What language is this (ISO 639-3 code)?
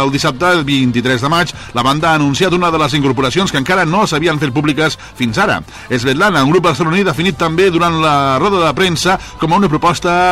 cat